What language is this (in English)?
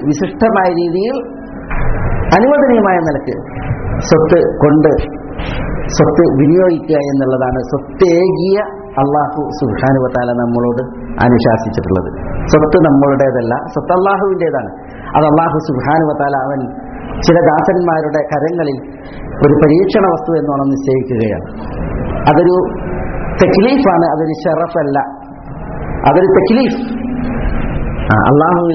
Malayalam